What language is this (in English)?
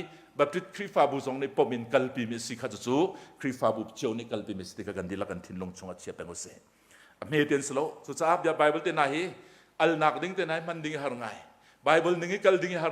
Hakha Chin